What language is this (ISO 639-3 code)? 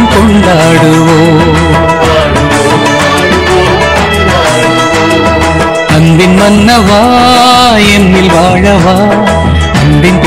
tam